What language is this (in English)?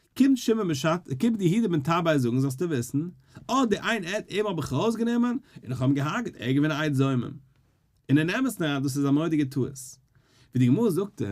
Yiddish